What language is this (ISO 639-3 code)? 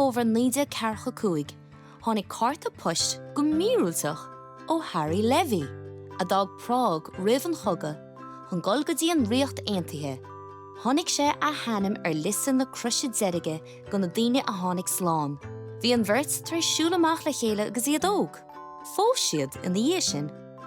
gle